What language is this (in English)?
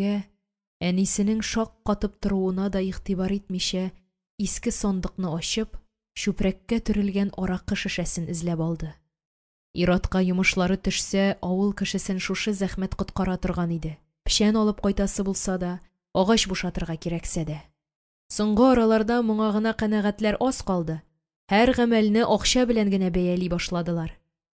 Tatar